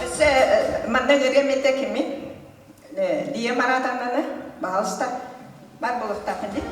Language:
Yakut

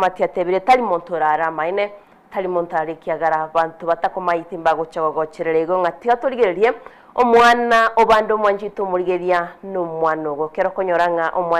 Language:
Gusii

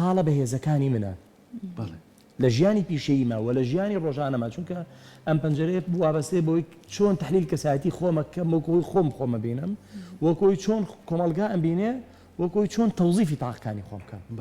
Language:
Central Kurdish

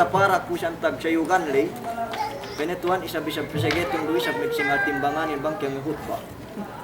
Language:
Yakan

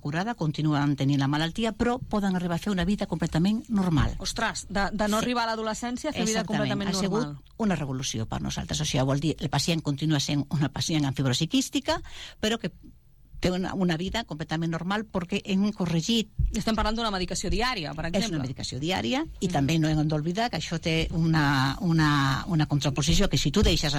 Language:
Catalan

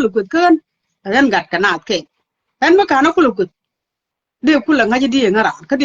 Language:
Nuer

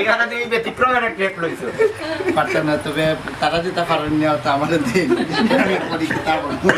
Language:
Sylheti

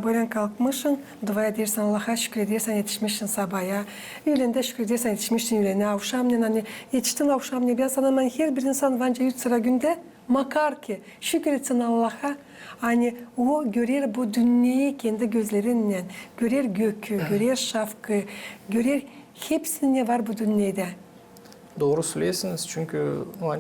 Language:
Gagauz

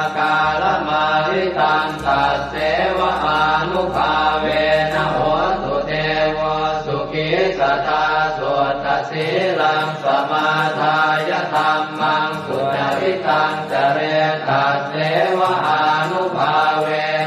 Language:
Pali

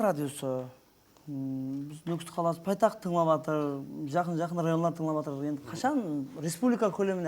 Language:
Kara-Kalpak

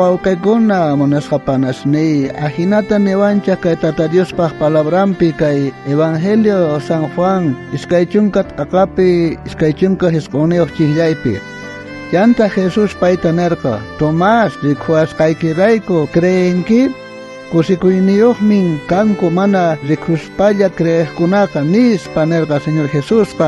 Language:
South Bolivian Quechua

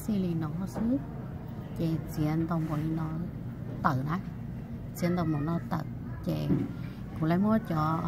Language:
Hmong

